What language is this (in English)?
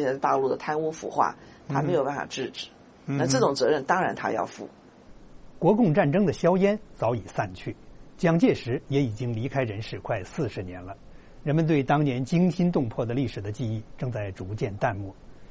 Chinese